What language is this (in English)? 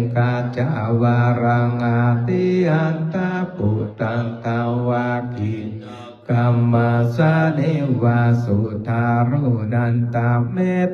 Pali